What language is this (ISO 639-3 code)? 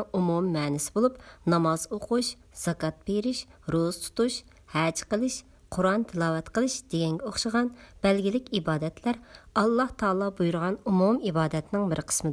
uig